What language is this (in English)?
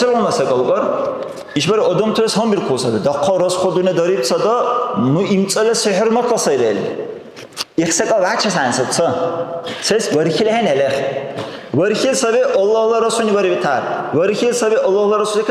Dargwa